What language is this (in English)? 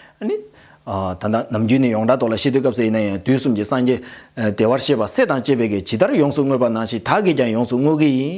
Tibetan